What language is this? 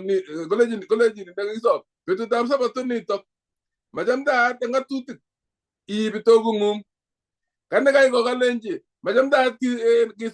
Kalenjin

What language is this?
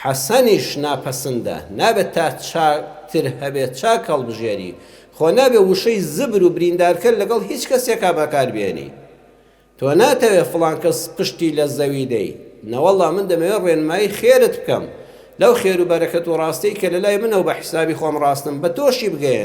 Central Kurdish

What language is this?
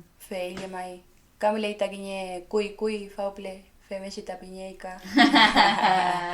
Mapuche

